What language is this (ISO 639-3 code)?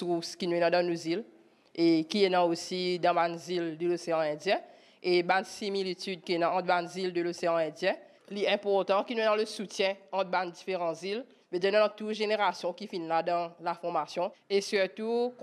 mfe